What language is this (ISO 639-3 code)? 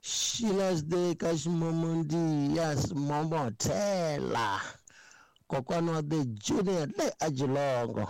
tso